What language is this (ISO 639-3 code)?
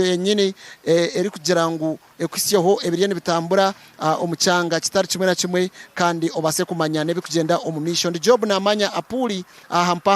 nyn